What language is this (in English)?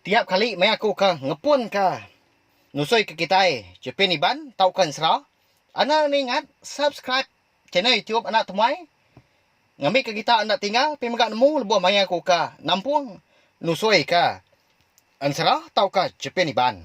Iban